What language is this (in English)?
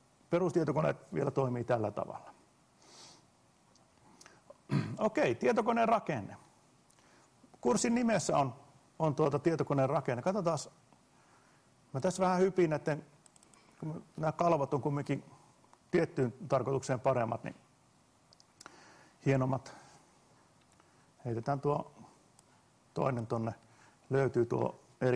Finnish